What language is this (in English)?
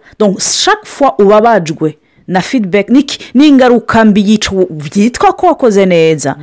Rundi